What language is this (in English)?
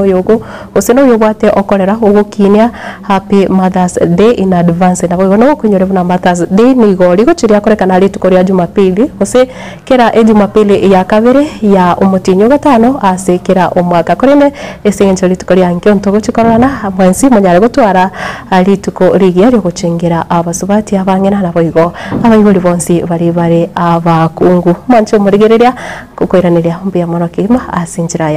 Gusii